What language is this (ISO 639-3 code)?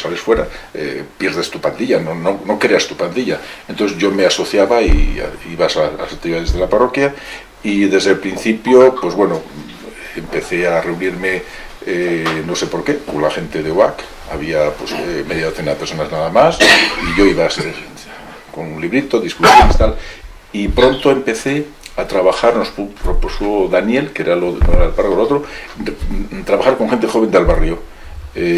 spa